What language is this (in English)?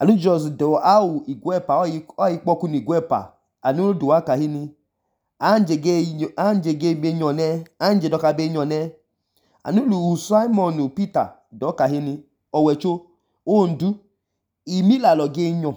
Idoma